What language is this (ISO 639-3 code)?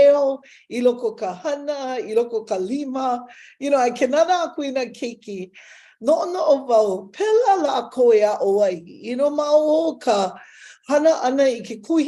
haw